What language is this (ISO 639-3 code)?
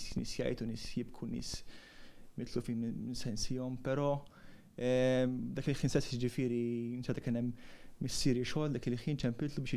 mlt